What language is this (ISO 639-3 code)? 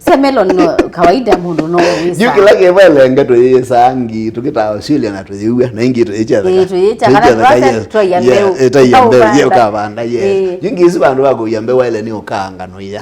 kam